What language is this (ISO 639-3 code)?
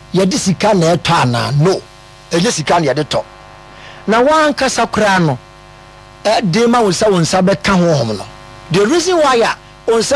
aka